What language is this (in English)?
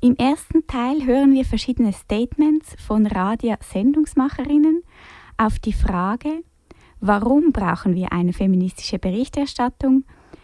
German